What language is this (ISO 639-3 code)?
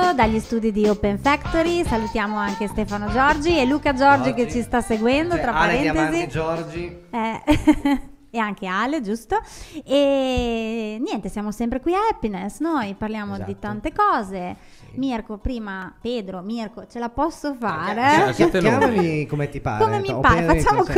ita